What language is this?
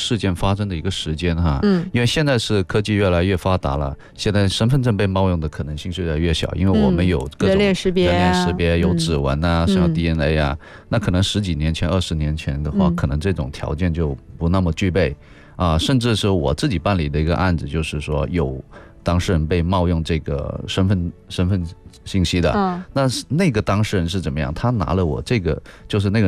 Chinese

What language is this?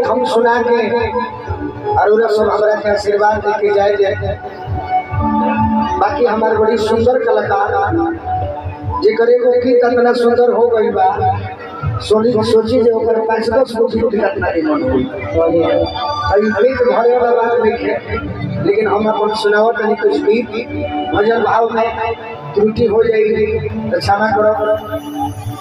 Bhojpuri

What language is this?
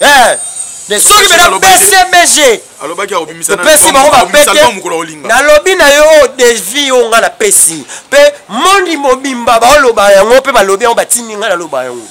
Lingala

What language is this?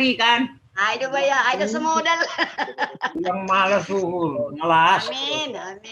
Batak Simalungun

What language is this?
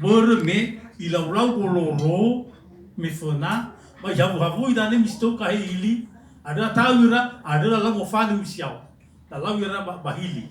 Nias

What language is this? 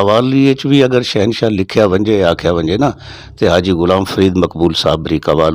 Saraiki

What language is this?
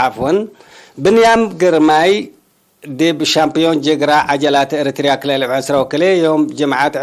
Tigre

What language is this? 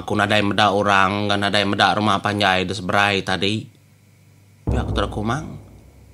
Iban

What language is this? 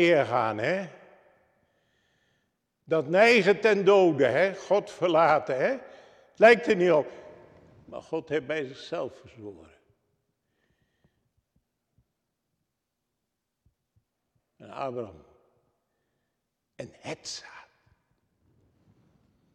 Dutch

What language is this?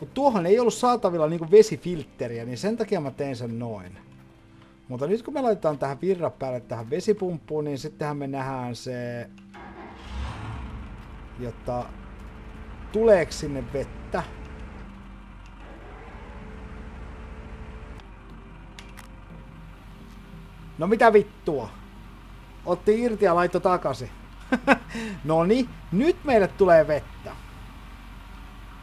Finnish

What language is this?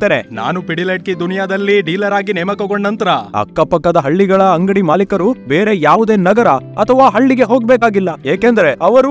Kannada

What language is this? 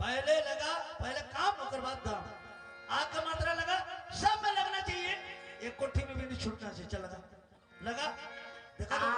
Chhattisgarhi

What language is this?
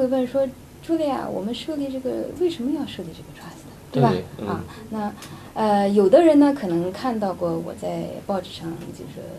Chinese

